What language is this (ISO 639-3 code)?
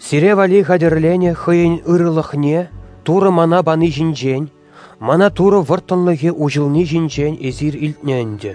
chv